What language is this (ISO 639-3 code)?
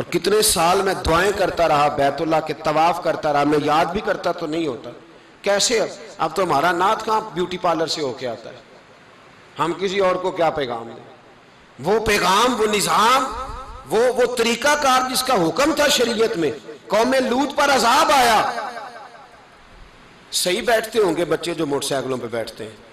urd